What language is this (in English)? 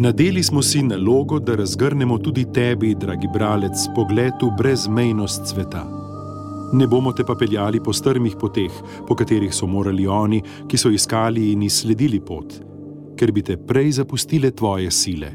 Slovenian